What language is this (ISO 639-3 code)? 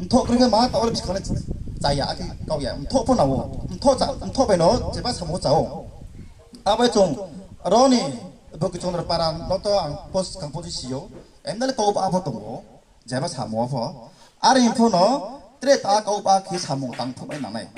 ria